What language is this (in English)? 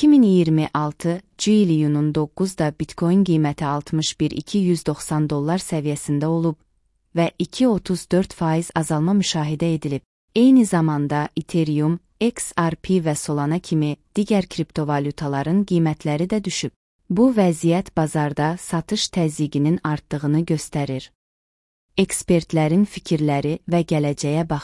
Azerbaijani